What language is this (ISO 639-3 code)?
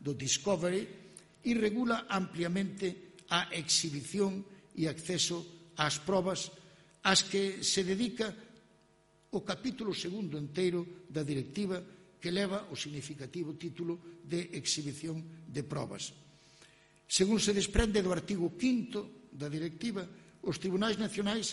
glg